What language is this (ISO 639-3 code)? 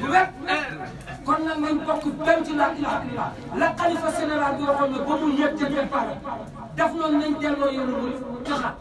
wol